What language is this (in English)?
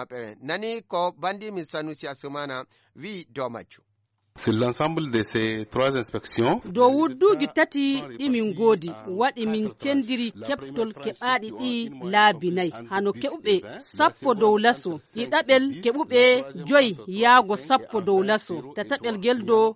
Fula